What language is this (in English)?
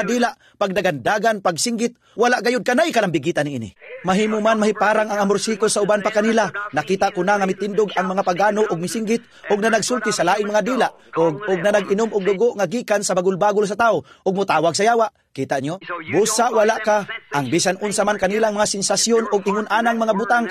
Cebuano